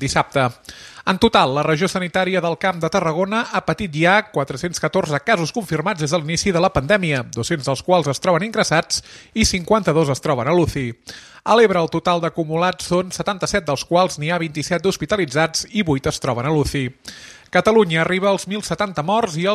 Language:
Catalan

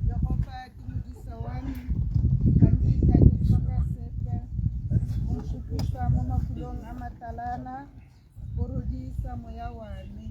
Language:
Tswana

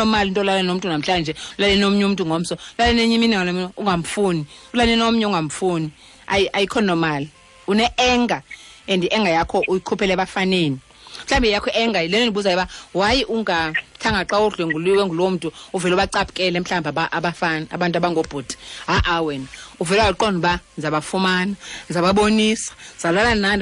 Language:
Xhosa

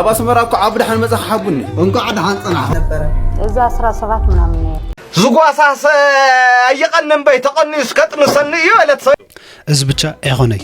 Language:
Tigrinya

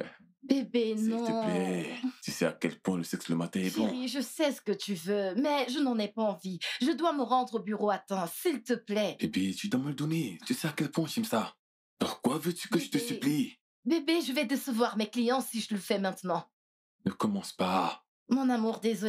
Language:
French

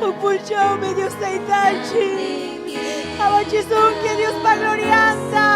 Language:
Ayacucho Quechua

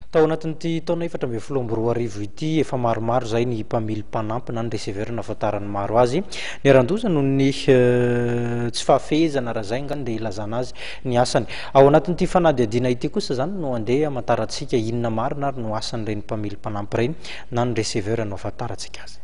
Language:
Malagasy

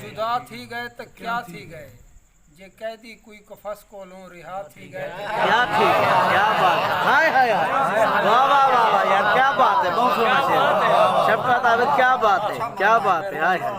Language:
Saraiki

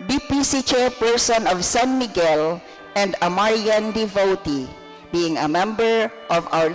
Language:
Bikol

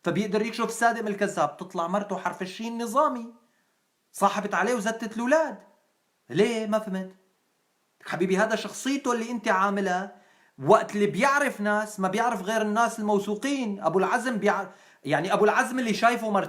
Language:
North Levantine Arabic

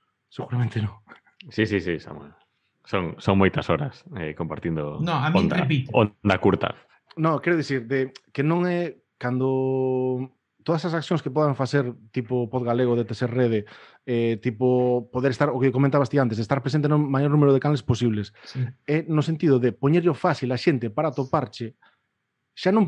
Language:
Galician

